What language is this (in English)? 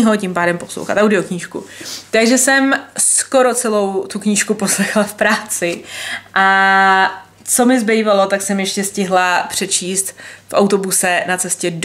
Czech